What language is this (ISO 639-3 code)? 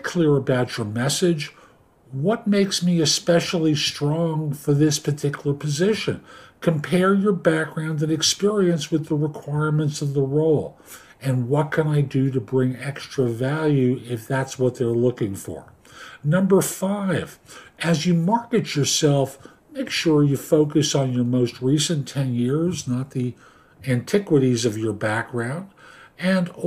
eng